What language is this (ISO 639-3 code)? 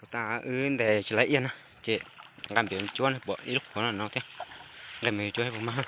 hmn